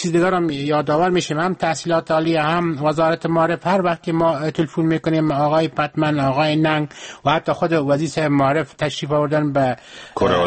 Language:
Persian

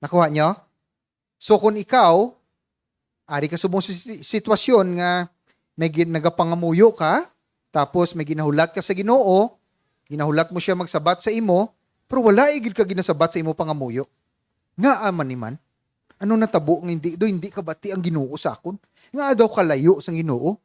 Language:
Hiligaynon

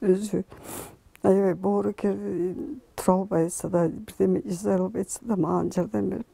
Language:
Kyrgyz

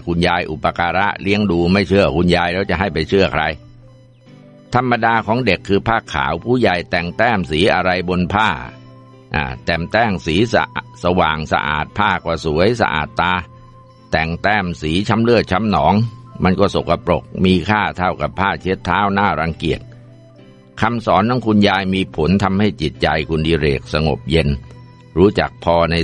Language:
Thai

